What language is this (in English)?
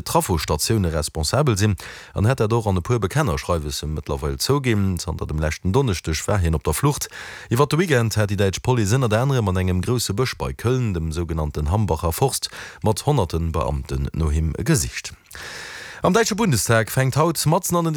Luxembourgish